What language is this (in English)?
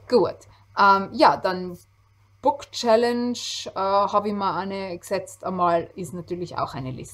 German